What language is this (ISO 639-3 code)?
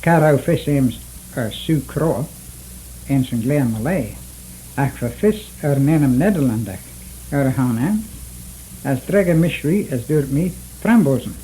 glv